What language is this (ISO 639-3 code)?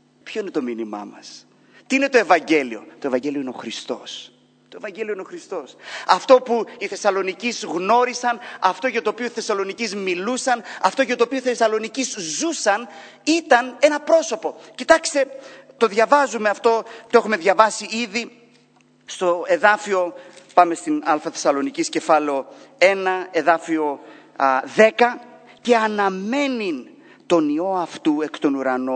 ell